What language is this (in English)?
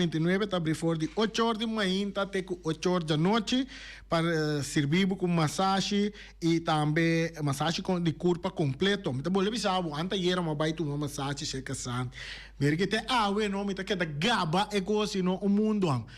Papiamento